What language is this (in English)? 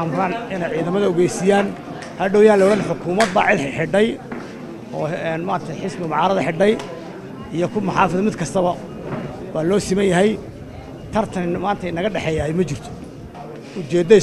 Somali